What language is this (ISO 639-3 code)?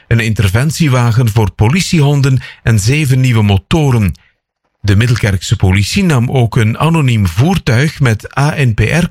nld